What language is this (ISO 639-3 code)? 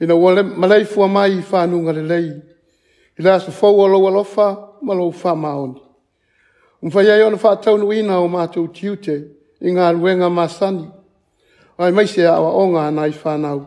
smo